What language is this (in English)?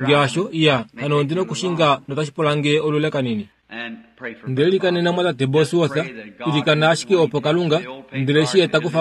Kuanyama